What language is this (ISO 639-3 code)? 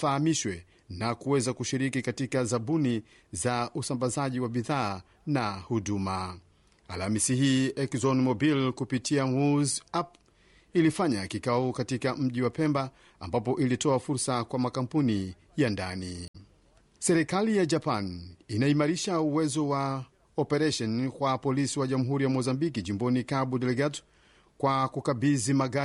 swa